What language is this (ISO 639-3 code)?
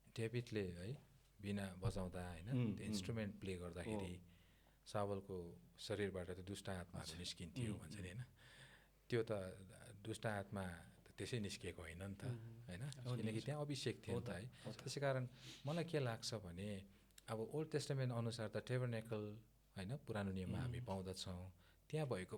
nep